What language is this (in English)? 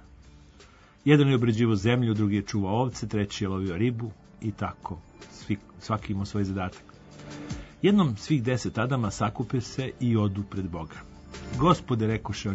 Serbian